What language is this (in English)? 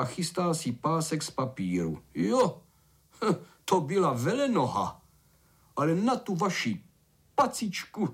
Czech